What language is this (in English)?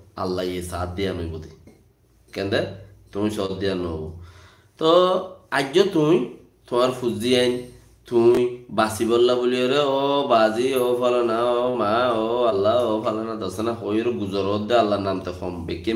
Rohingya